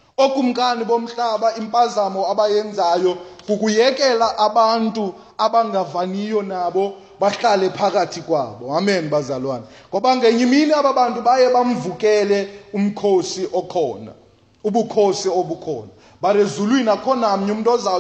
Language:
Xhosa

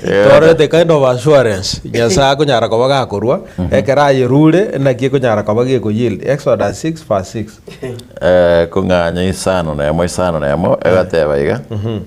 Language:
Gusii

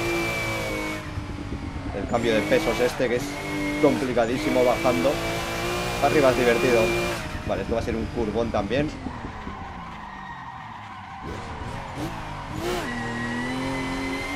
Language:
Spanish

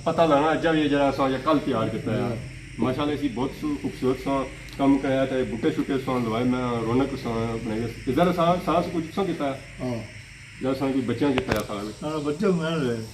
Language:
Pahari-Potwari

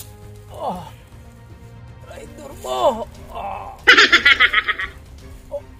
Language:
Cebuano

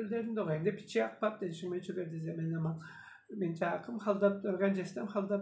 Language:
Tuvinian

